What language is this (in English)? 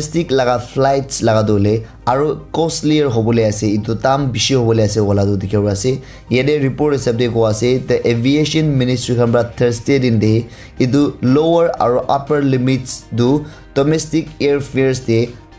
Naga Pidgin